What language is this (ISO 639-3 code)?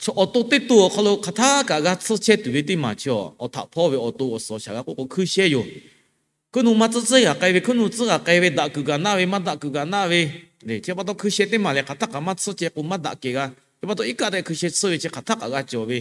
lhu